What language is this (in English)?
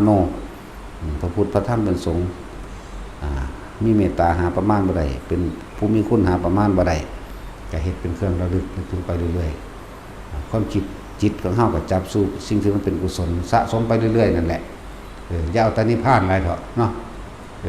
Northeastern Thai